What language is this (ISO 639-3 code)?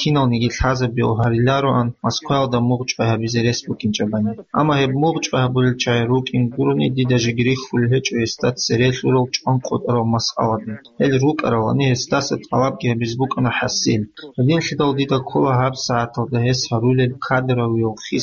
ava